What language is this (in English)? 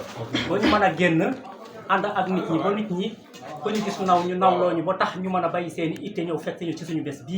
Wolof